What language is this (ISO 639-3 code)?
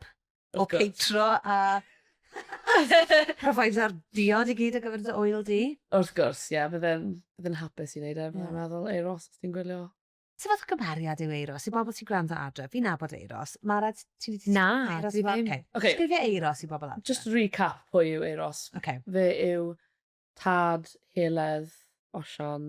cym